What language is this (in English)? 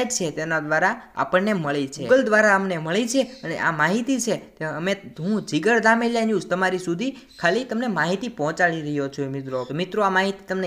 Gujarati